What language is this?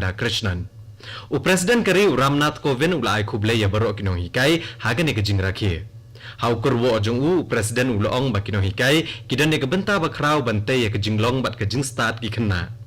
Khasi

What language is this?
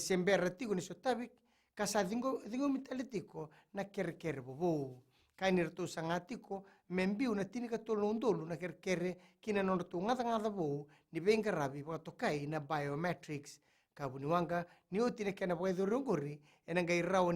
Fijian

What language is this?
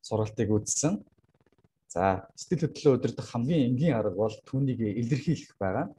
Mongolian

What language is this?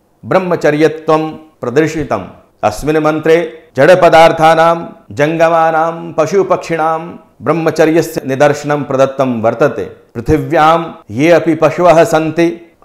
Sanskrit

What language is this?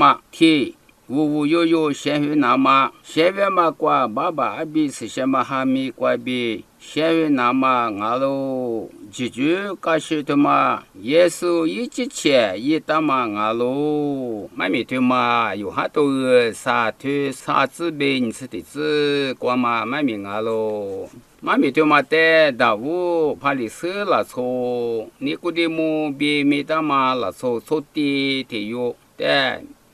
Lisu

